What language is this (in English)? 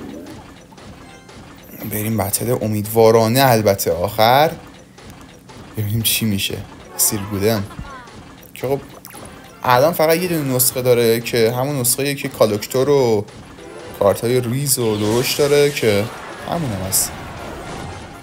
Persian